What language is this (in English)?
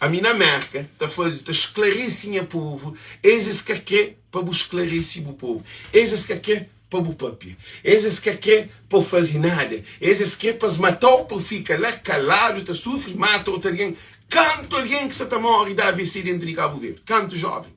Kabuverdianu